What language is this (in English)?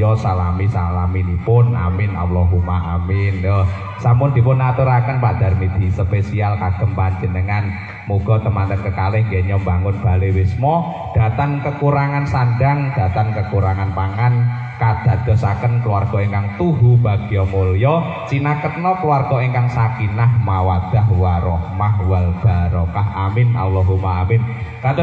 Javanese